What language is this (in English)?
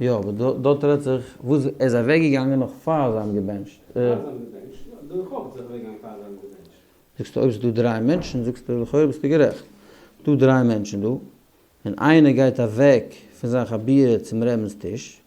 Yiddish